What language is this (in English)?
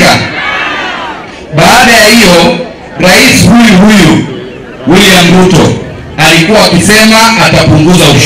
Swahili